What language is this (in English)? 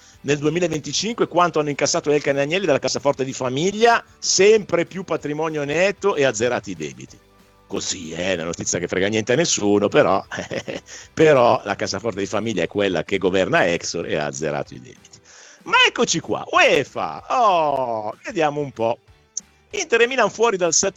Italian